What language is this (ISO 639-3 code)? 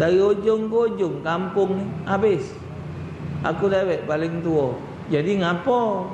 mui